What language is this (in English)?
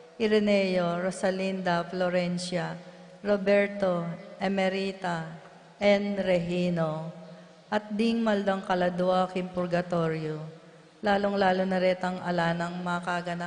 Pampanga